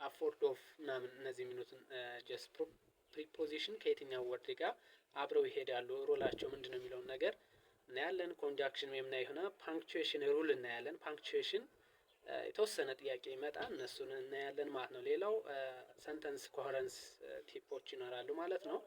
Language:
Amharic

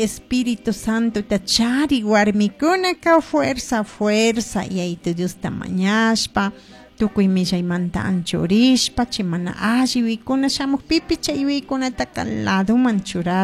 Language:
Chimborazo Highland Quichua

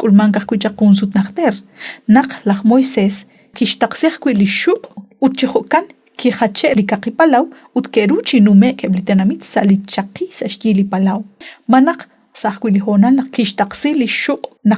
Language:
Kekchí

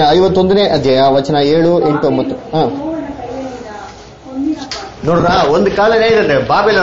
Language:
Kannada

